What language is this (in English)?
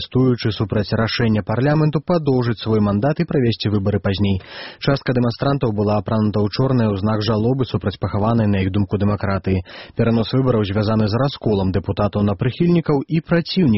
Belarusian